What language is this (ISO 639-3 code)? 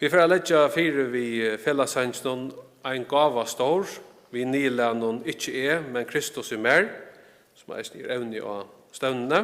fao